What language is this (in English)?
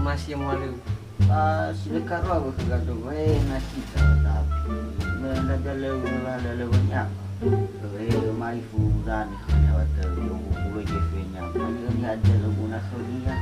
Nias